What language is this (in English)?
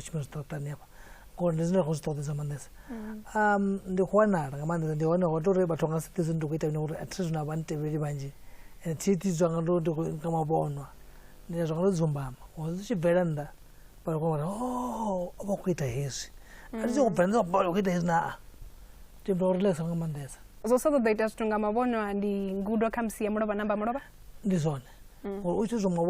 Venda